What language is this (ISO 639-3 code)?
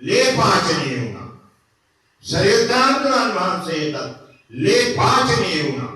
sin